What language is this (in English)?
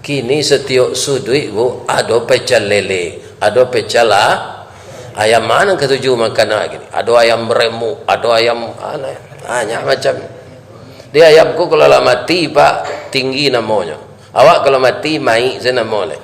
Minangkabau